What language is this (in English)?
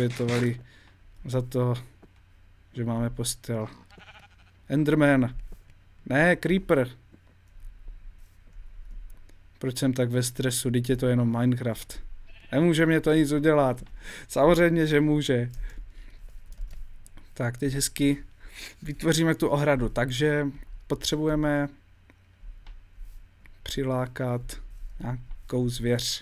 Czech